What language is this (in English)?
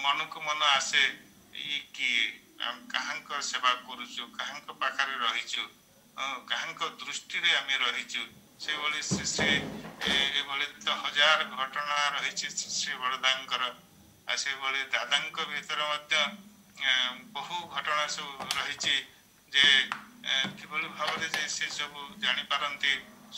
Odia